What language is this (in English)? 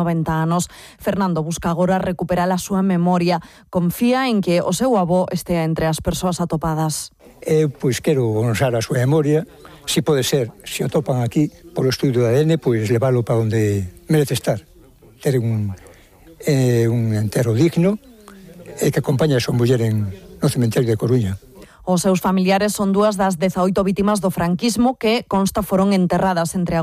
Galician